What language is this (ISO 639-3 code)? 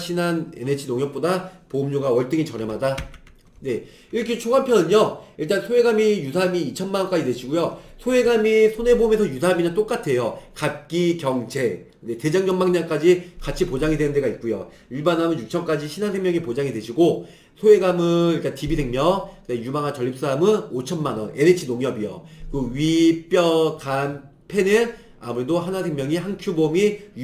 kor